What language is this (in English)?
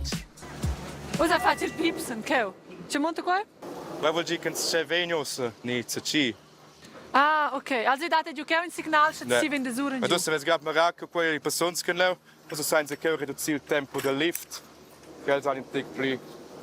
Romansh